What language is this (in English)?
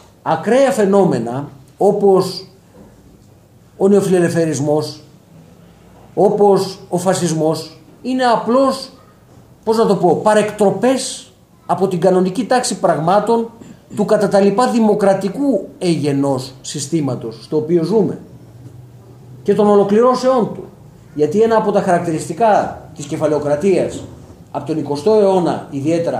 Greek